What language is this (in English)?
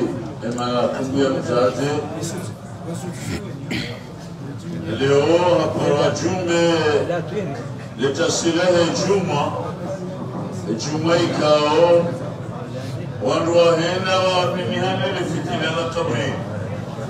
Swahili